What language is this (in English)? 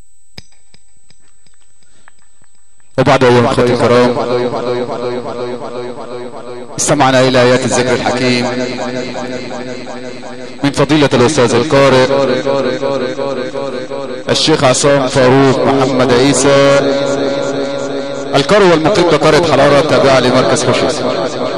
Arabic